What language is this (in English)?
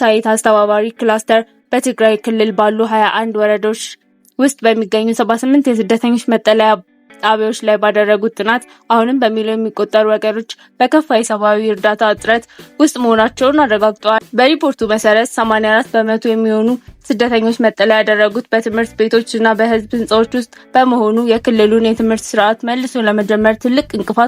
Amharic